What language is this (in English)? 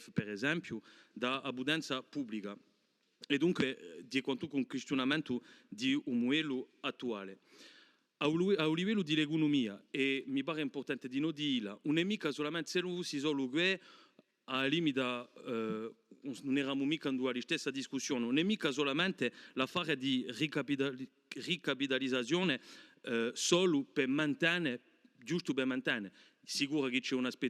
Corsican